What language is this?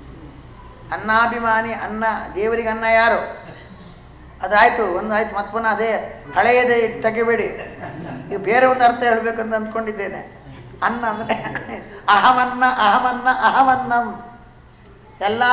Kannada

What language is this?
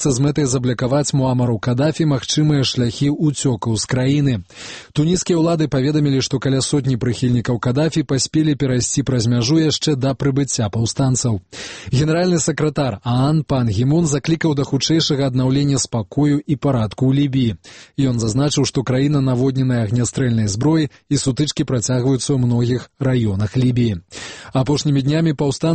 Belarusian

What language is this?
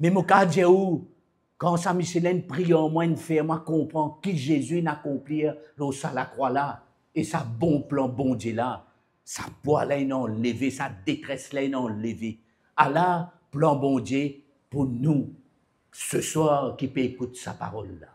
Morisyen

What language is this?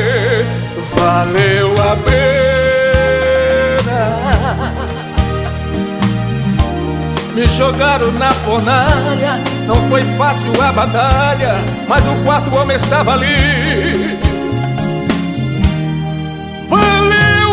Portuguese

